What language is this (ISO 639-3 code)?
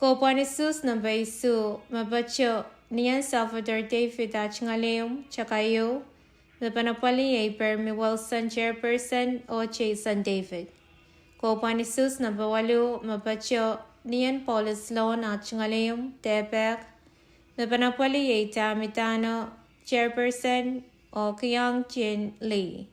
pon